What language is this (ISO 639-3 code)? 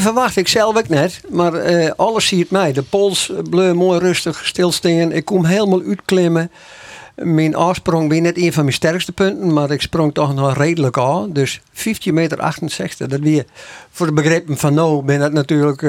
fry